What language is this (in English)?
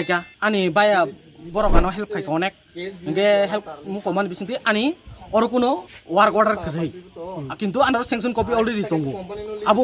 Kok Borok